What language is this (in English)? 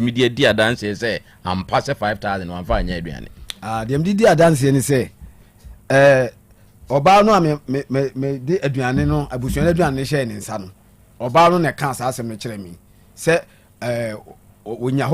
Akan